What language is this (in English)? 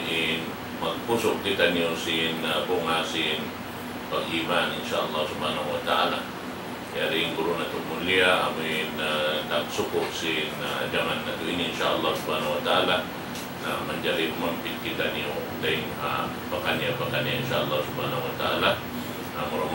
Tausug